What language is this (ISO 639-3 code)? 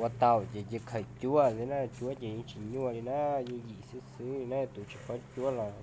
hmn